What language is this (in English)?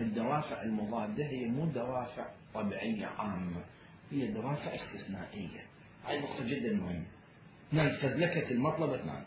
Mesopotamian Arabic